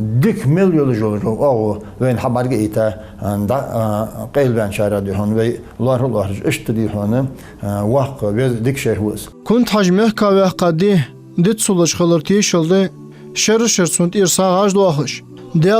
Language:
Ingush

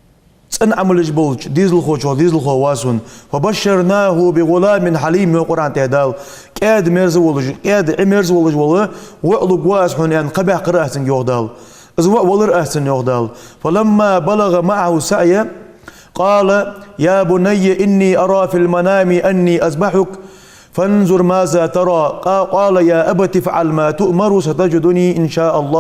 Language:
Ingush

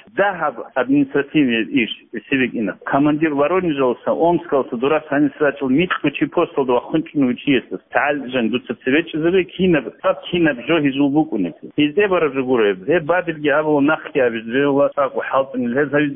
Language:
Avaric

